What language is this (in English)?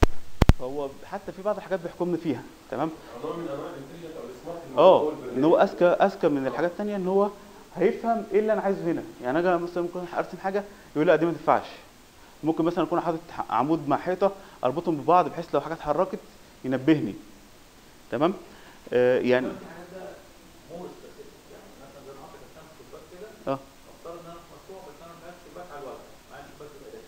Egyptian Arabic